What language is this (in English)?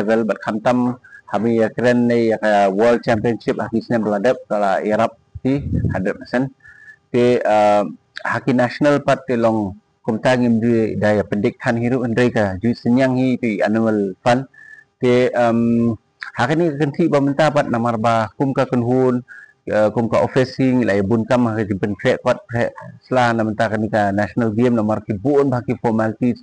Khasi